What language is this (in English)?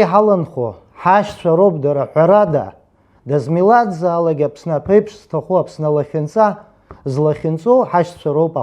Abkhazian